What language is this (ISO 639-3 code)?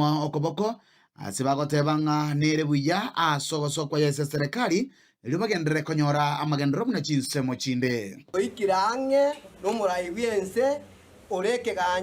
guz